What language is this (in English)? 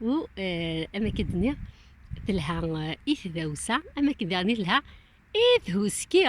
Kabyle